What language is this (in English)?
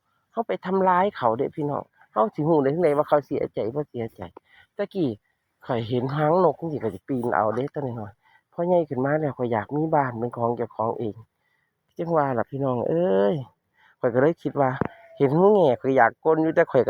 Northeastern Thai